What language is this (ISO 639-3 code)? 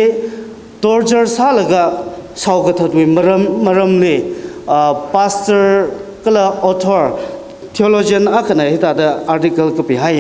nmf